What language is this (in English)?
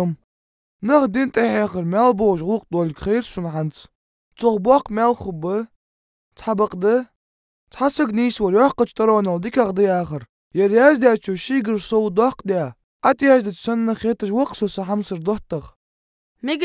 Ingush